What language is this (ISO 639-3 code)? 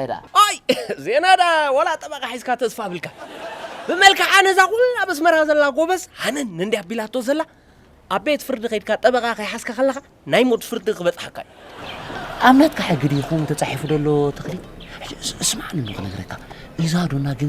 tir